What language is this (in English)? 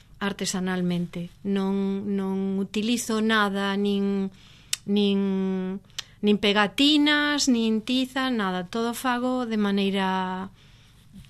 Galician